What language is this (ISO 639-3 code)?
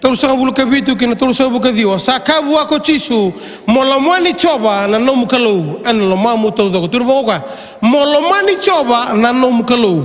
fij